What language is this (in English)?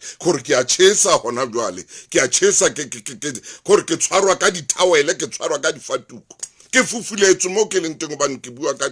Southern Sotho